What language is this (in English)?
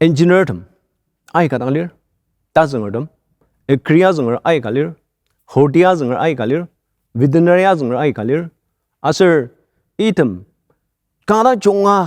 Ao Naga